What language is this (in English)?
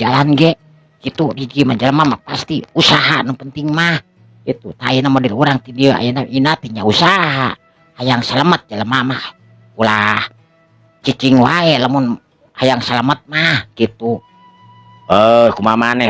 Sundanese